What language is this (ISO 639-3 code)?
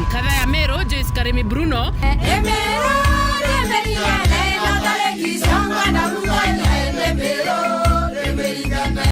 mer